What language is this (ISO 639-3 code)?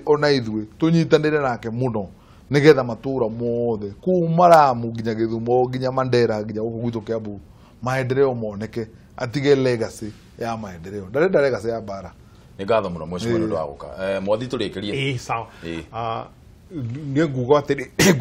kik